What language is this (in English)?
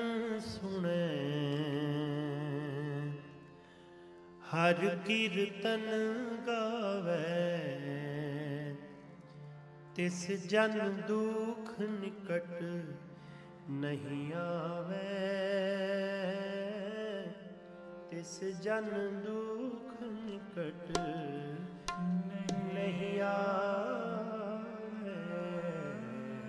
Punjabi